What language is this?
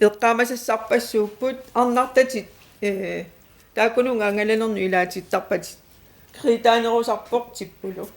Kalaallisut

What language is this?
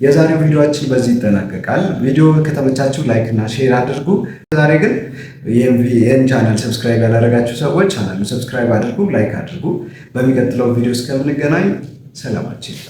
Amharic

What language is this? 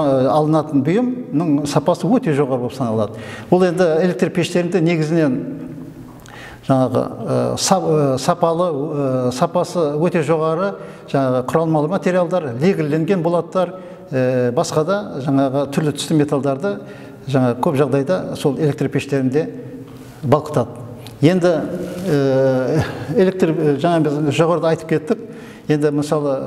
Kazakh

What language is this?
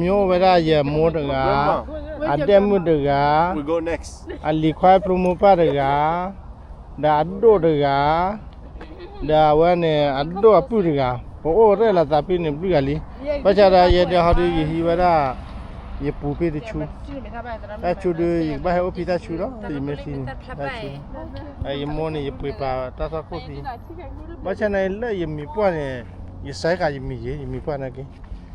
S'gaw Karen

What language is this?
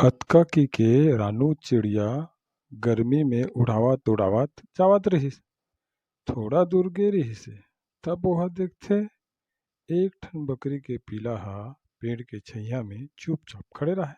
Chhattisgarhi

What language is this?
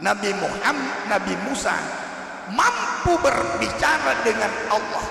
Buginese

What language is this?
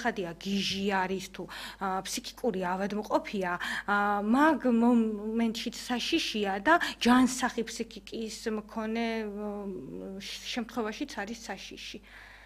Georgian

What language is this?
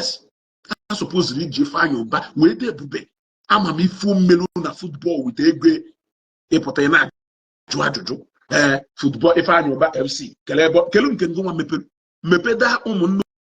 Igbo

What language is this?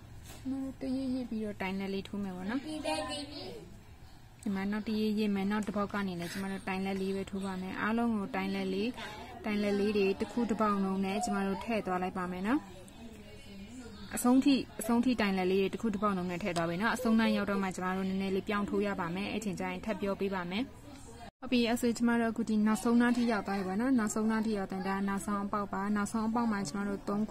Burmese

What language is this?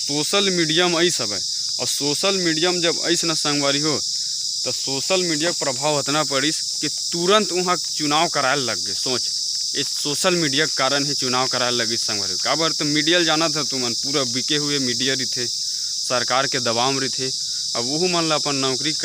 Chhattisgarhi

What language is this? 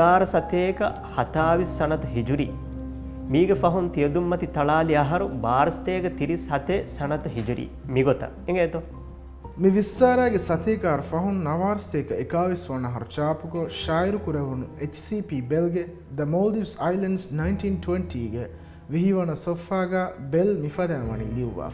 Divehi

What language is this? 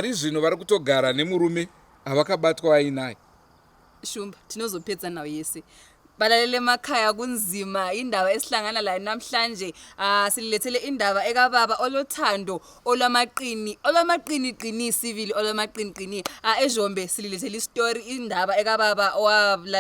Shona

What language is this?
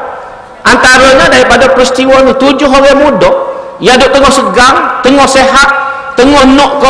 Malay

